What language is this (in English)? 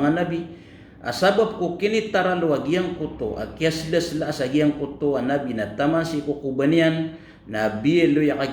Maranao